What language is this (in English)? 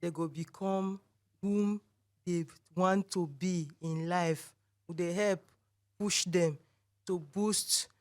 Nigerian Pidgin